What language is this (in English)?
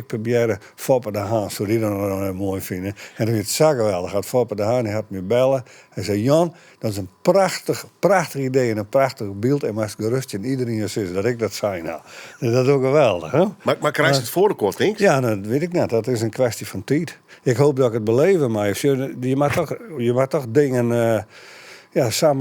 Western Frisian